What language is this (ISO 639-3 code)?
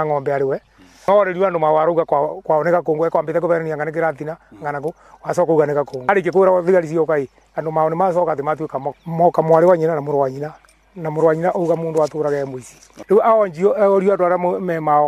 kik